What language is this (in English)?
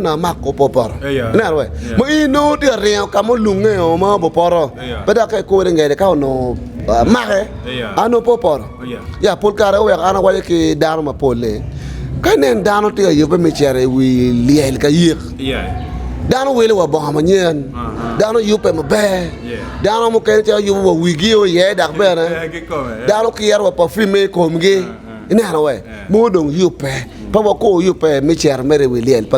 Acoli